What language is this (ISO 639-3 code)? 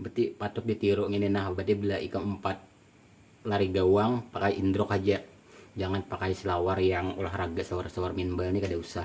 bjn